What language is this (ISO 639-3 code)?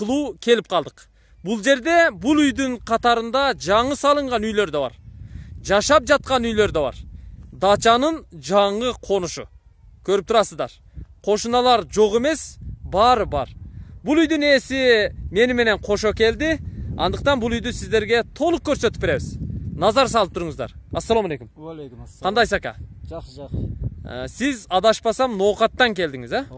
kir